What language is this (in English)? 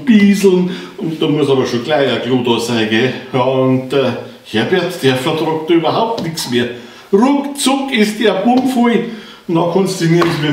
Bavarian